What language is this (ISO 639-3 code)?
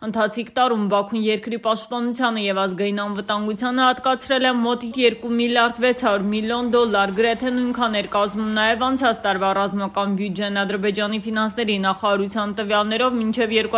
hye